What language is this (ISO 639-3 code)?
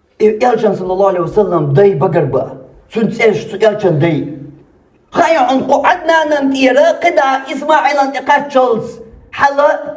che